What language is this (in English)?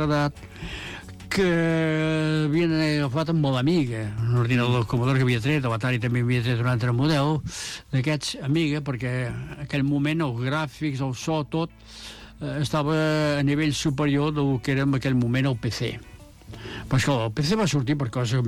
Catalan